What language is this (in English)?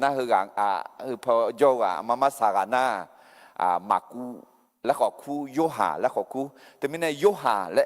Akha